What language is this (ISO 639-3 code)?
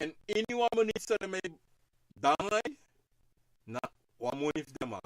srn